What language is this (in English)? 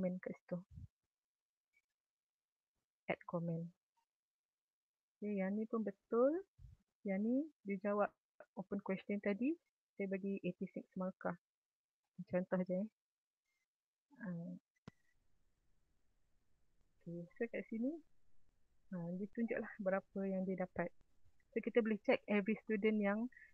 Malay